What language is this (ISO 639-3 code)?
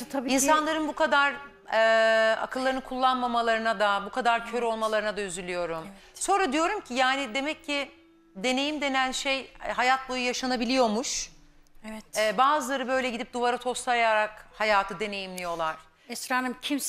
tur